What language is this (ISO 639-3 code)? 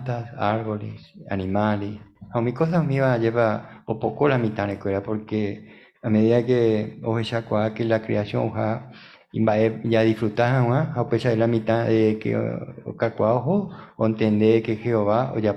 grn